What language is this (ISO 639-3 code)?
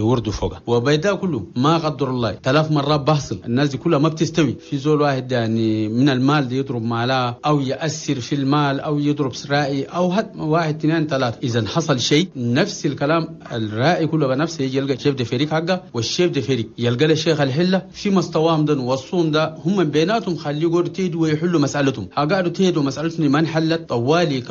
shu